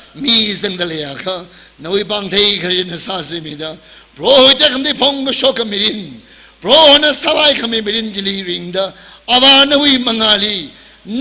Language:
Tangkhul Naga (India)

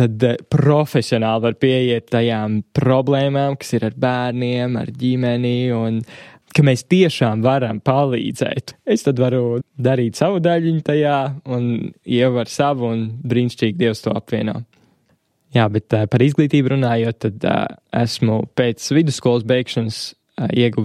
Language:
Latvian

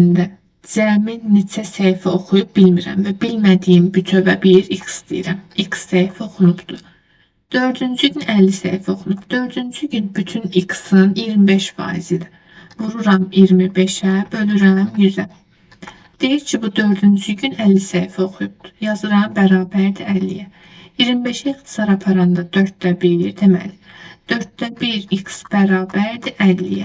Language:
Azerbaijani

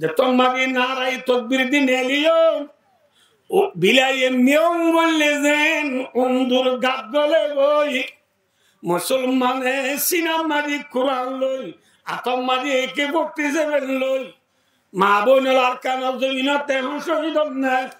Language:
Rohingya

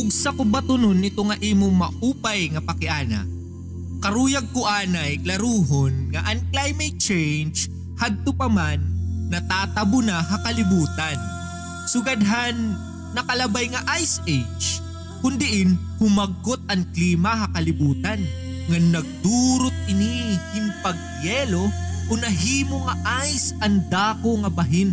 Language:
Waray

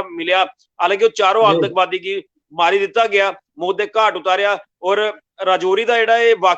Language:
Dogri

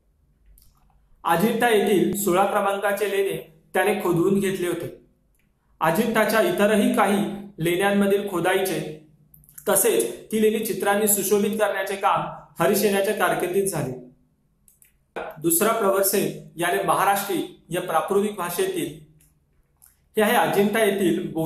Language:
Marathi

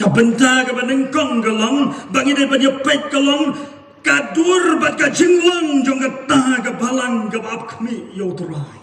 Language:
Khasi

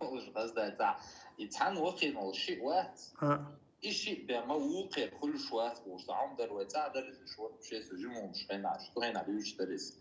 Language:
Chechen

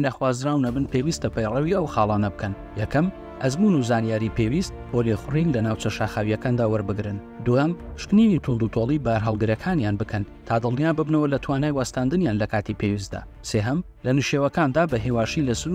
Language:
Central Kurdish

